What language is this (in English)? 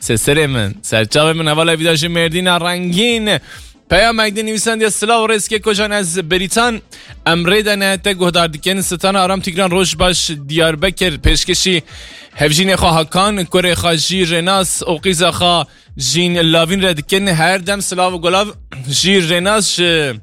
Kurdish